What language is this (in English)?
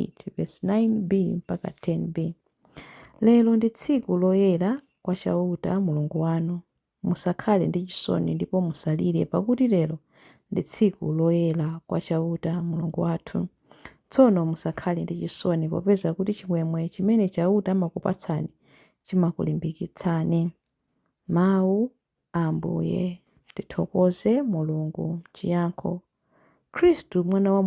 Nyanja